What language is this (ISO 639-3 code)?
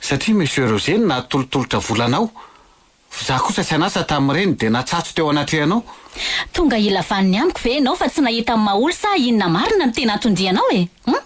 mlg